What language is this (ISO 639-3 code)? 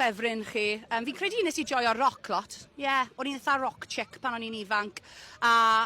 cym